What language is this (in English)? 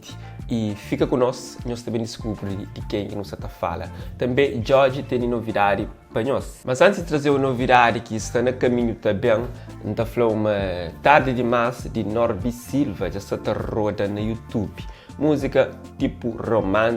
Kabuverdianu